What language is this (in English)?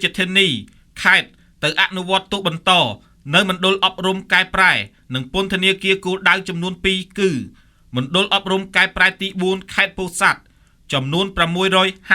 Khmer